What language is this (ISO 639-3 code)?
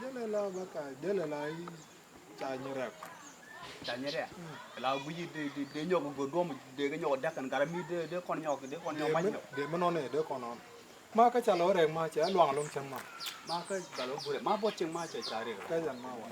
nus